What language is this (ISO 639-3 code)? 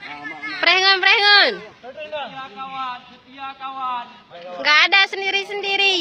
ace